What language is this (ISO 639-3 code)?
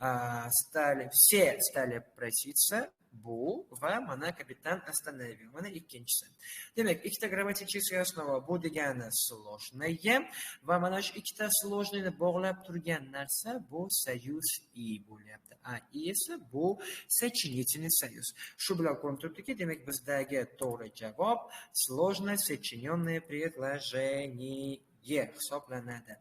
uzb